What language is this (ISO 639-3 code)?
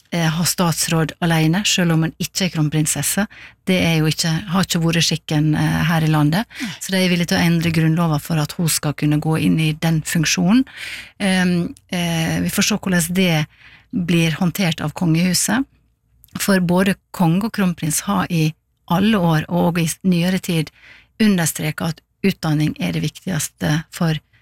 nor